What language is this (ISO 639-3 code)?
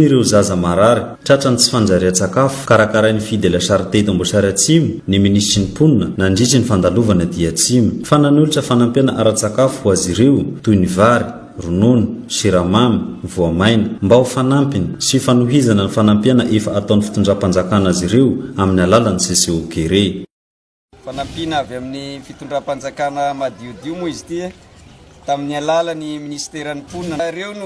mlg